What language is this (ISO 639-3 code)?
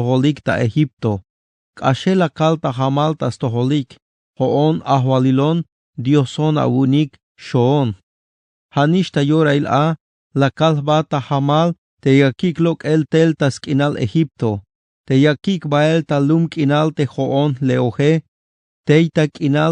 tzh